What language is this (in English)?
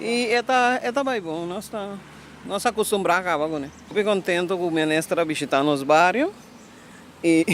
Papiamento